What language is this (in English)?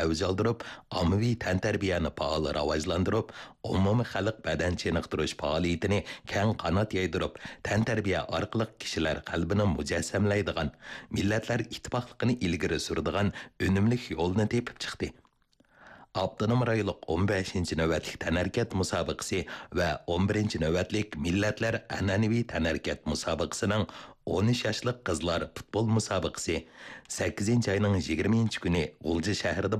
Uyghur